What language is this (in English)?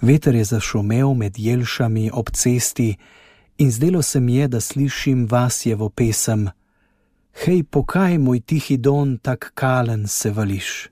Slovenian